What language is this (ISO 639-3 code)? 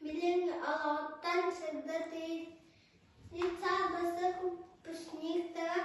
sah